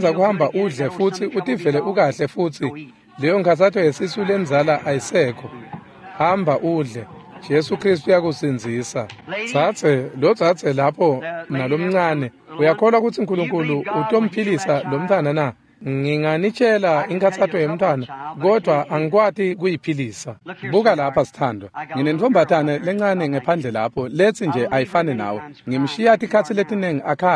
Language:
Swati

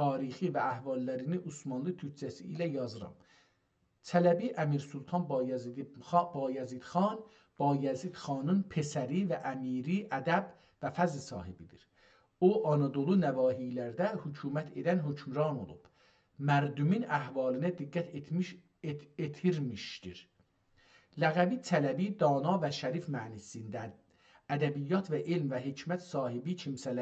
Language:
South Azerbaijani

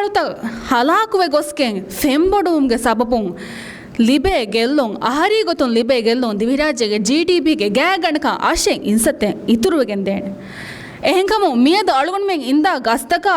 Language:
Divehi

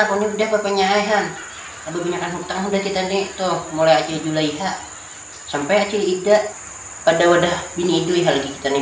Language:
Banjar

